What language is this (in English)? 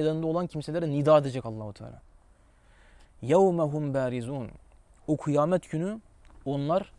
Turkish